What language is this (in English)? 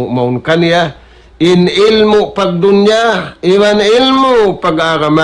Tausug